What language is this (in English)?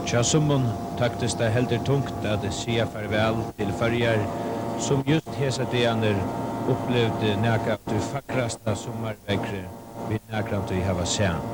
Faroese